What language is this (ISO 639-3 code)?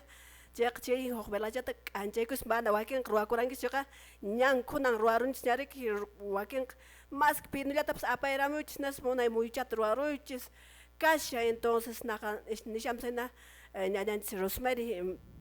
que